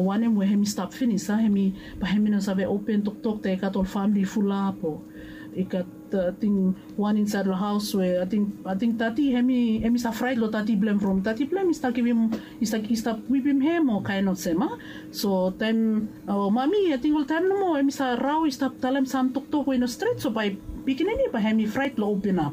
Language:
Bislama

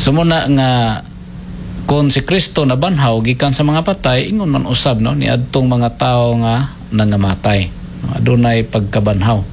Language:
Cebuano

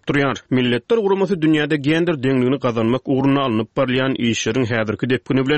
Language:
Turkmen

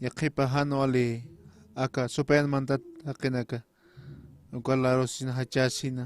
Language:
Aymara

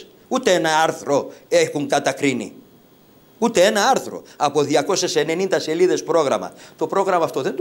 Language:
Greek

